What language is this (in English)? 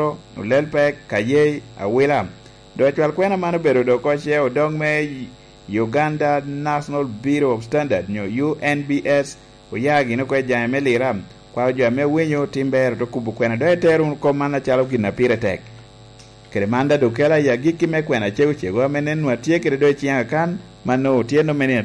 Lango (Uganda)